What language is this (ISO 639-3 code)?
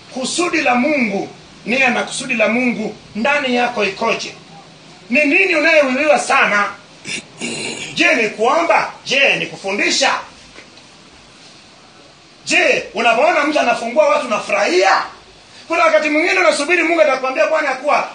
swa